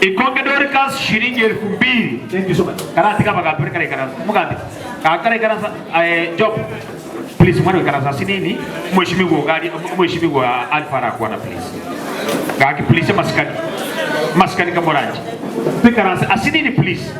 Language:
Gusii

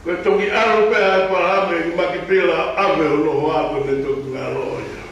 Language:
Tongan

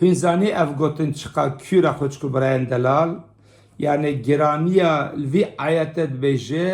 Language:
Kurdish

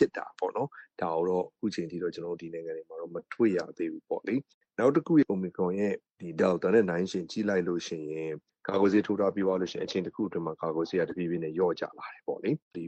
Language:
Burmese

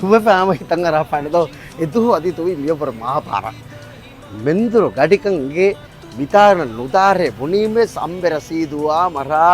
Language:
Divehi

